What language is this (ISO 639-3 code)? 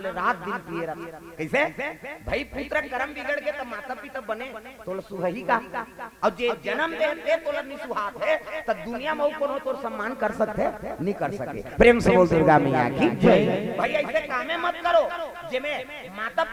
hne